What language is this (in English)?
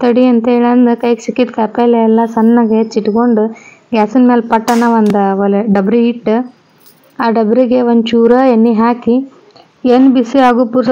Kannada